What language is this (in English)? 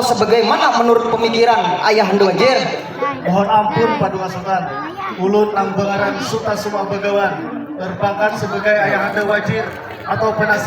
Banjar